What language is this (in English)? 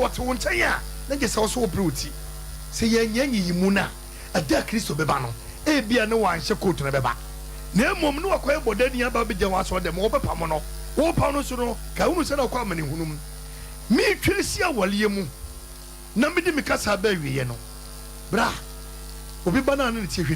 Akan